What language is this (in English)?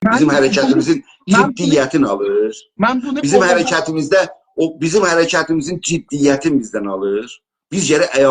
South Azerbaijani